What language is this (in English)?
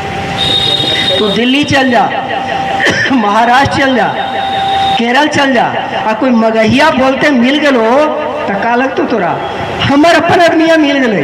Magahi